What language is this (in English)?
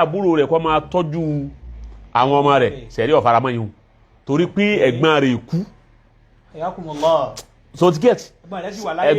Yoruba